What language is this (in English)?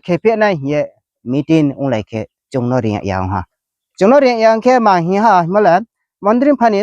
Riang (India)